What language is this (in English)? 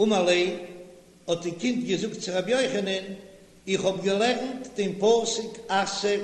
Yiddish